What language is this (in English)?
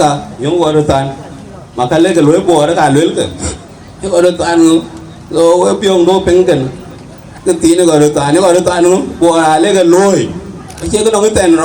Dinka